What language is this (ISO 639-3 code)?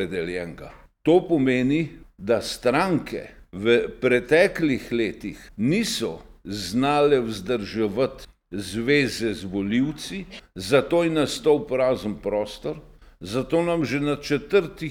slv